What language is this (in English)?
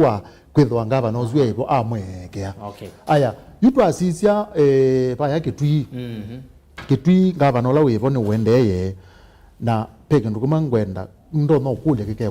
Kamba